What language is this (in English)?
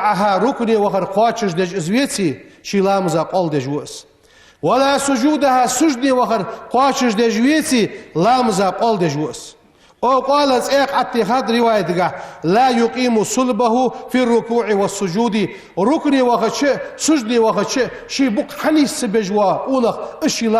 Ingush